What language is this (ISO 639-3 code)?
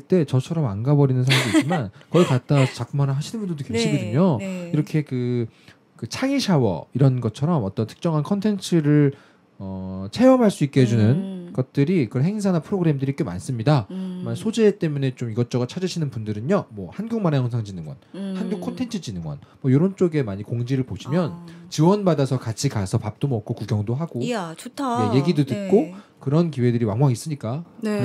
kor